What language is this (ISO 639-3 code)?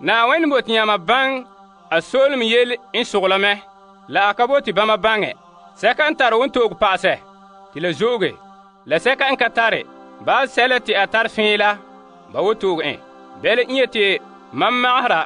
gur